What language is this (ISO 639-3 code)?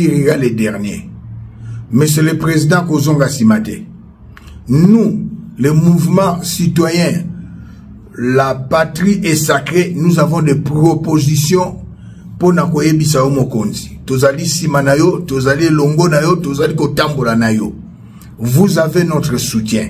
lin